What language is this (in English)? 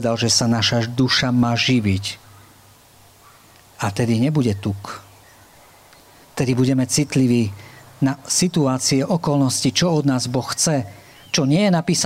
Slovak